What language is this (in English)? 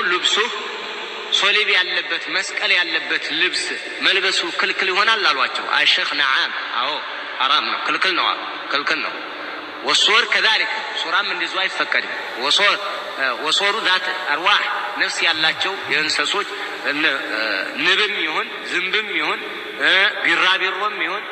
Amharic